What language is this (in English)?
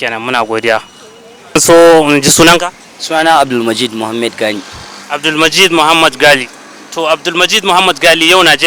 Hausa